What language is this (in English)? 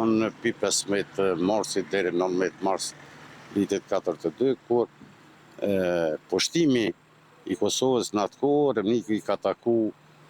Albanian